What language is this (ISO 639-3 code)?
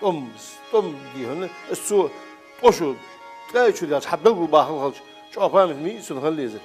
inh